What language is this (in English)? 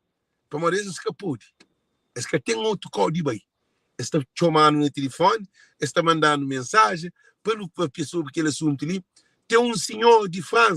Kabuverdianu